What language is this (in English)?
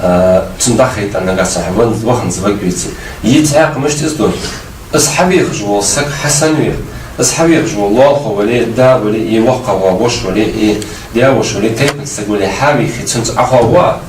Ingush